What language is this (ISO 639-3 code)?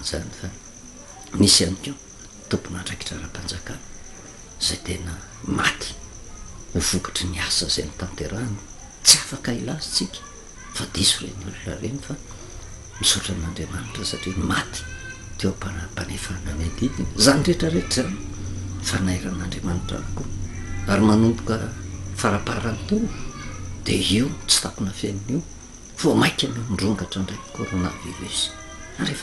mlg